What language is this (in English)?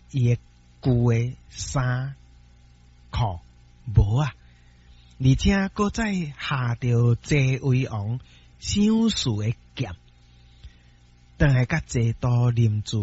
Min Nan Chinese